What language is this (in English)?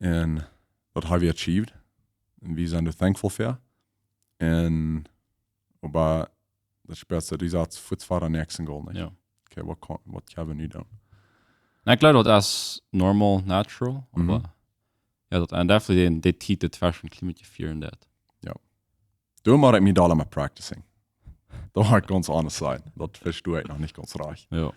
Plautdietsch